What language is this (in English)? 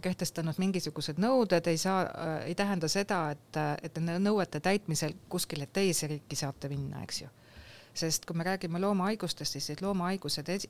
Estonian